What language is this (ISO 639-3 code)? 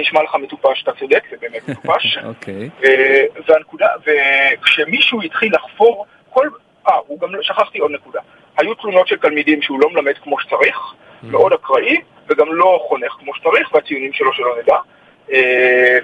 heb